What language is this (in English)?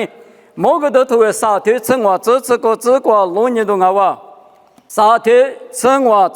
Lisu